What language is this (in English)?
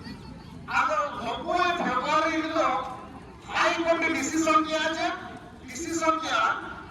Santali